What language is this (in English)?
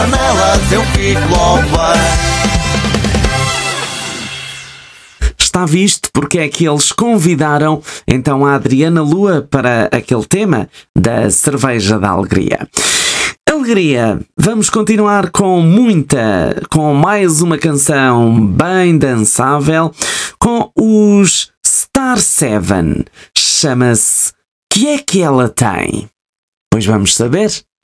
Portuguese